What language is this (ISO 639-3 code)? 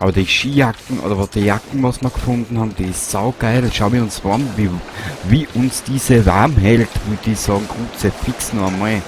bar